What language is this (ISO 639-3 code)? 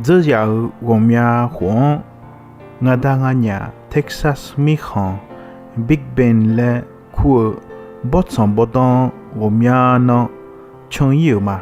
ahk